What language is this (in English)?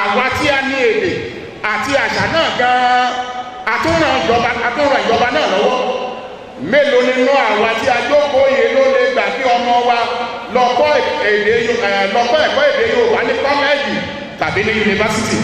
Yoruba